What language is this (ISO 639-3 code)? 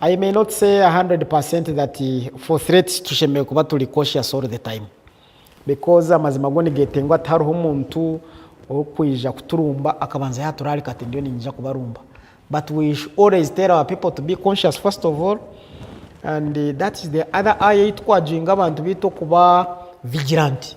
nyn